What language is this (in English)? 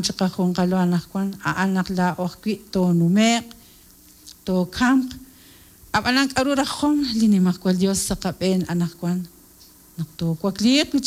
Kekchí